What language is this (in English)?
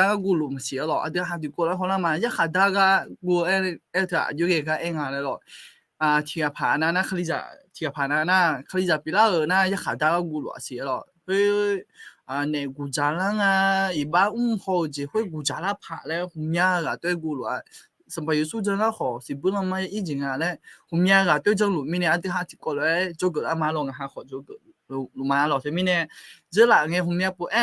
Akha